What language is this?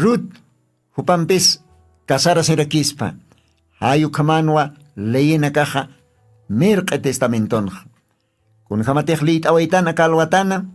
Aymara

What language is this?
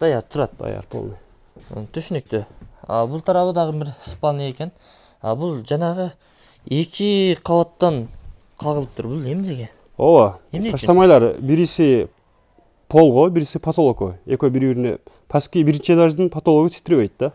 Kyrgyz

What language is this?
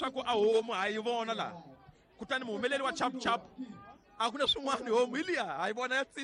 Tsonga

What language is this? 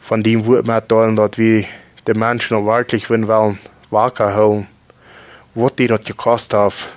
Plautdietsch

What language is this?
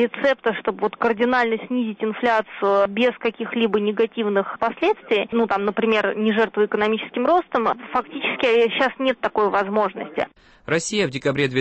Russian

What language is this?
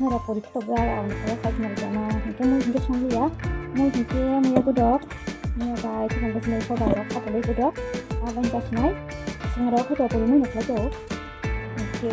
Kok Borok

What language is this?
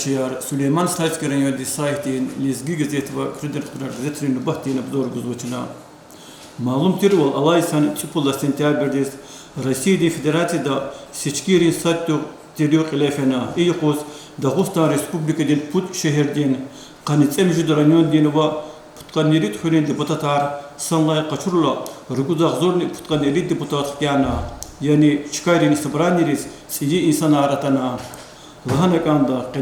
Lezghian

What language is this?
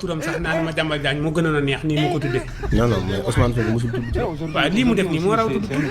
Wolof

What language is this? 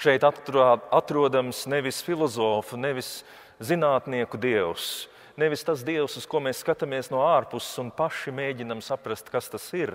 Latvian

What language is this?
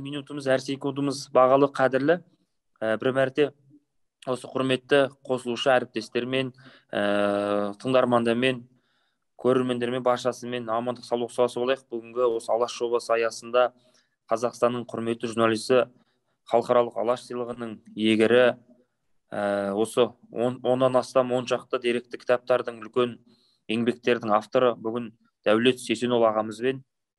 Kazakh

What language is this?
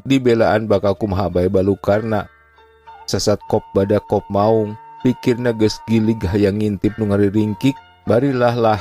Sundanese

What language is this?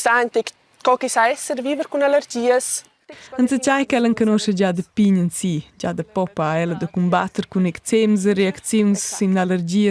Romansh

